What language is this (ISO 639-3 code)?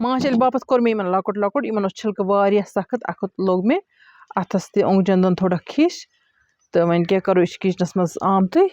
kas